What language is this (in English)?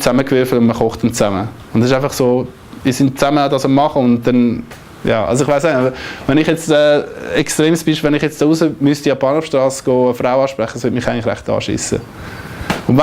Swiss German